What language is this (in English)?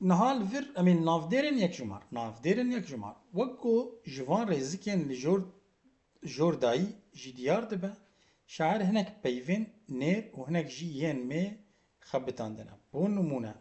Kurdish